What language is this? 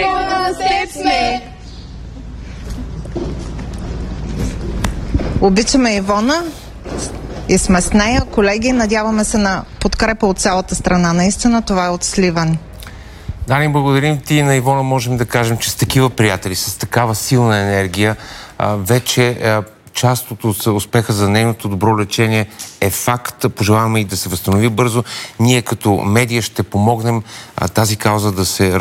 Bulgarian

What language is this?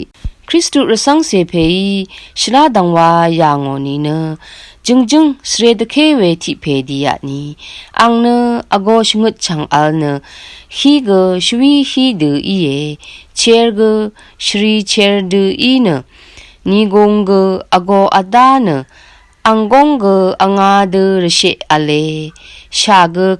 Rawang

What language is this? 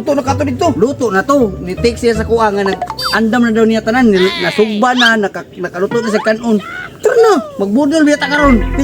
Cebuano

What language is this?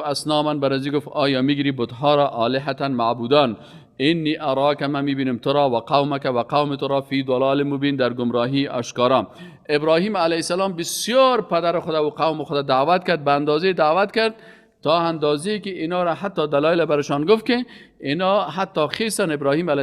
Persian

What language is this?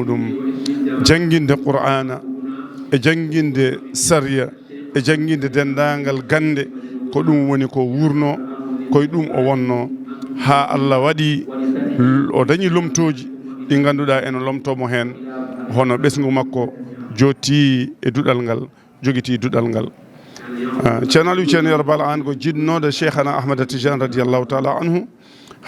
Fula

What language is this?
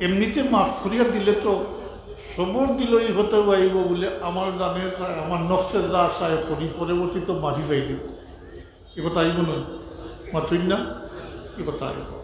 Sylheti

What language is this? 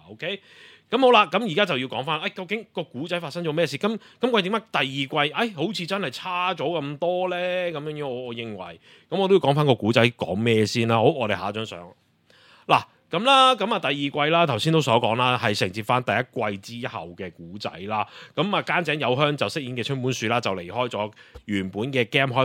Cantonese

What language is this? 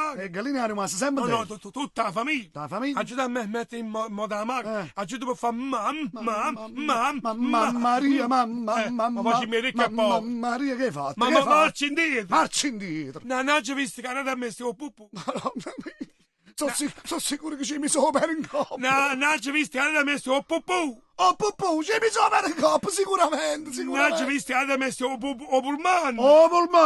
Neapolitan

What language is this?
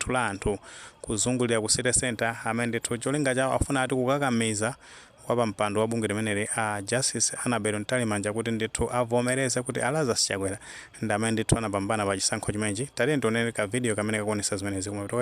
Nyanja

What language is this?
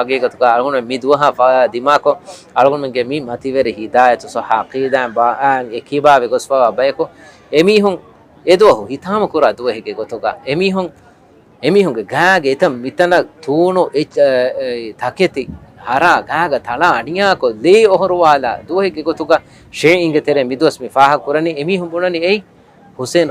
Divehi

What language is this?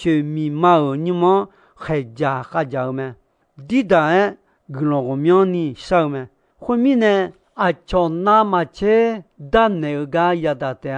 Akha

